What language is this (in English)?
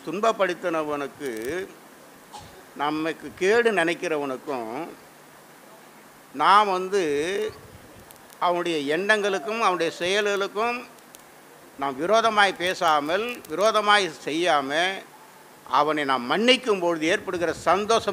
Tamil